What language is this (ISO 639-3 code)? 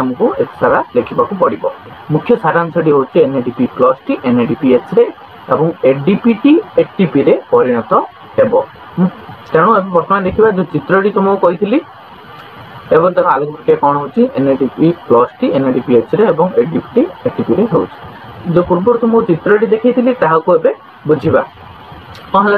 ori